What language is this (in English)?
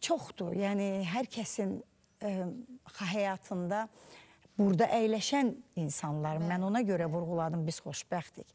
Azerbaijani